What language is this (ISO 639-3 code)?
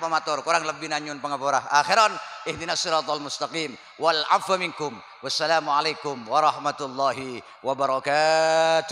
mad